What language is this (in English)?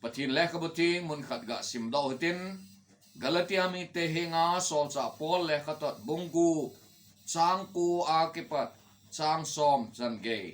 Thado Chin